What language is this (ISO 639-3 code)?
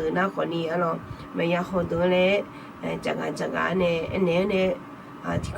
ahk